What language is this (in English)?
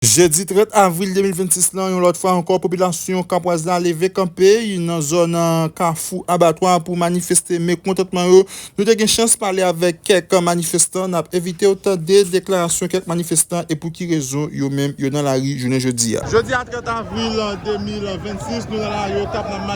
Haitian Creole